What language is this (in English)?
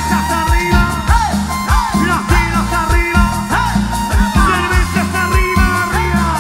Spanish